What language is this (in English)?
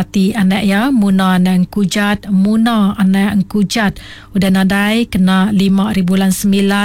Iban